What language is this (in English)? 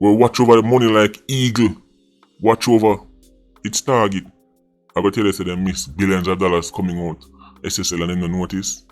Jamaican Creole English